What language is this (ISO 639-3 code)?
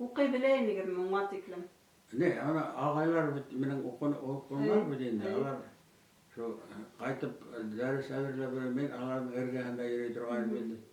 bak